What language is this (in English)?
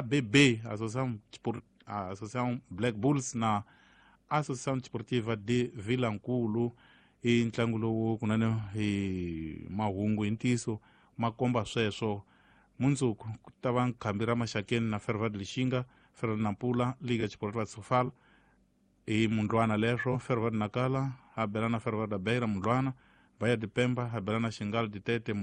Tsonga